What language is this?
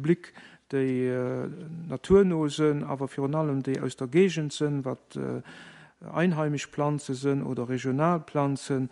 Luxembourgish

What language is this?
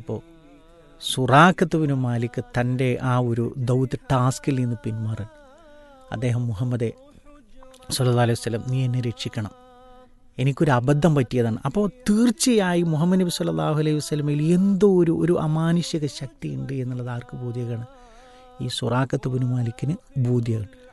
Malayalam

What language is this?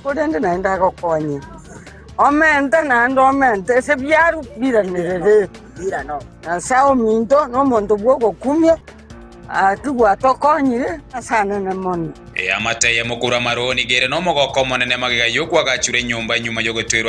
Gusii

